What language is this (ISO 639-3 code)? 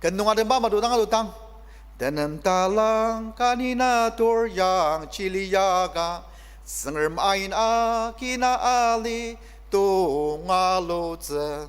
njo